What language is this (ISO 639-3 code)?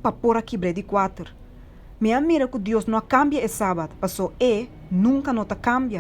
pap